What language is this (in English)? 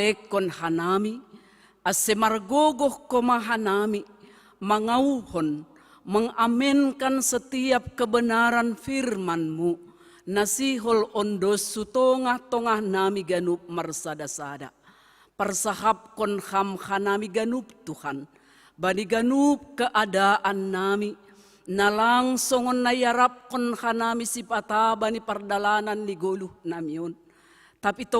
Batak Simalungun